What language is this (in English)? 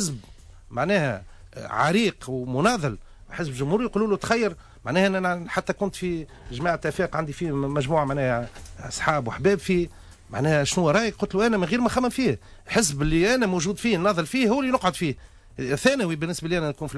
Tunisian Arabic